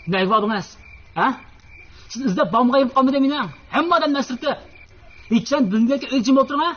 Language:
Uyghur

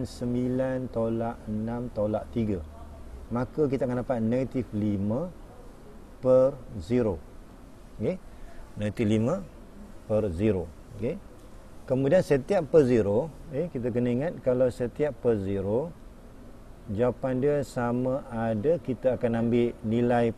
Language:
Malay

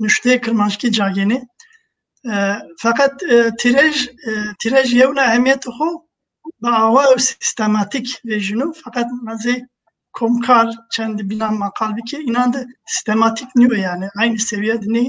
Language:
Zaza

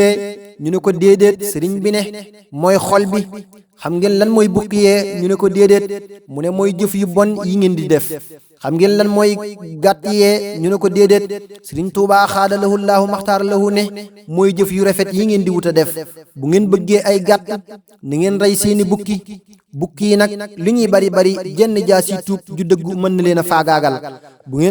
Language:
Wolof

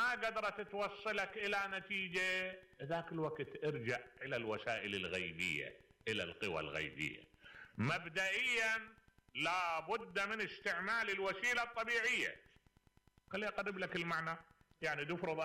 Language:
Mesopotamian Arabic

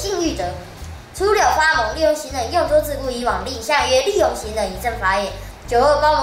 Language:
Literary Chinese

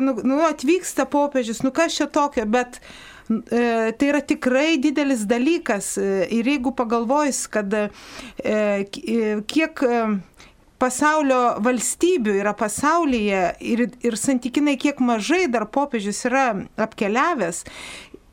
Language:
Lithuanian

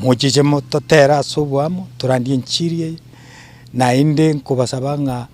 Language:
Gusii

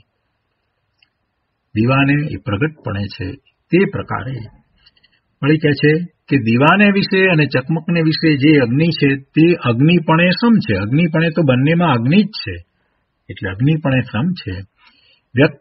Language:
Gujarati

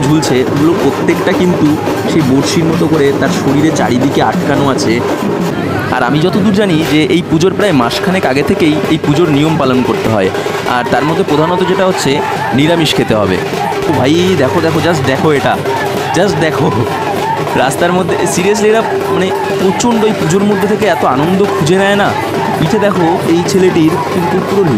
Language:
Bangla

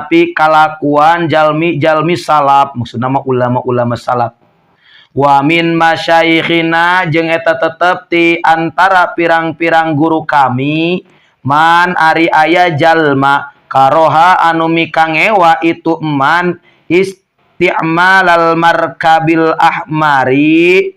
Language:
Sundanese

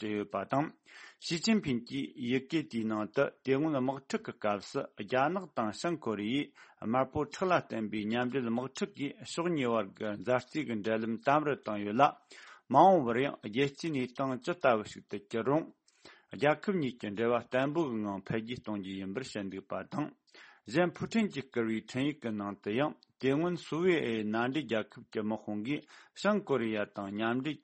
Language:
Tibetan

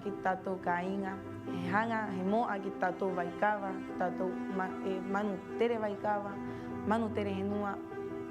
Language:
Rapanui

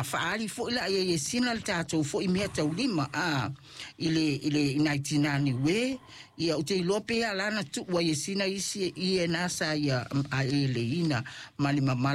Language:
Samoan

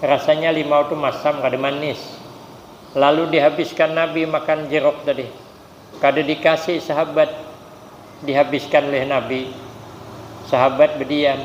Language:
Banjar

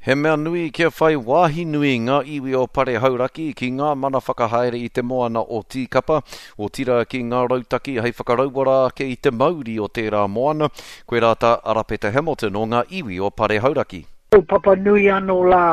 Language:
Māori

